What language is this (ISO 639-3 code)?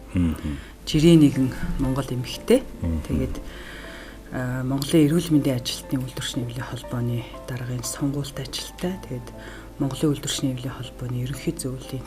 mon